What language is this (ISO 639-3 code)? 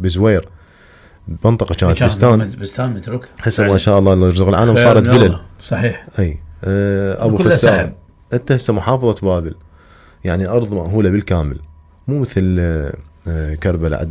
acm